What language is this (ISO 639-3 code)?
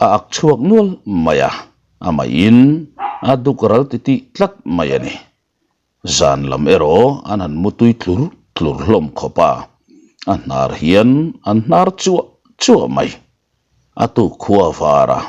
lus